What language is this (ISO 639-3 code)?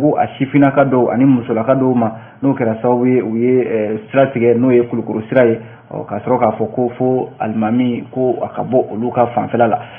bam